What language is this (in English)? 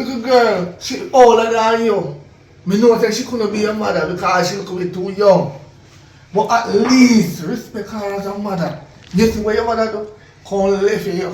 Jamaican Creole English